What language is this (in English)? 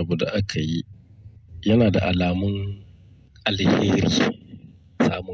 Hausa